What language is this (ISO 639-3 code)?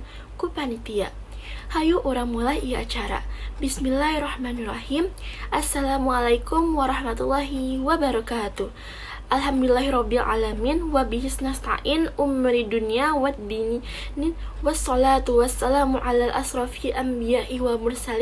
sun